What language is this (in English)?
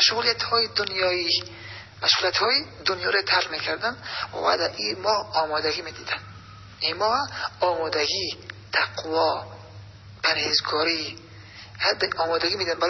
Tajik